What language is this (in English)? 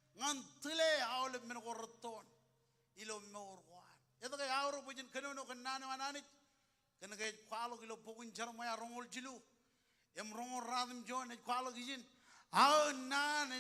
Marshallese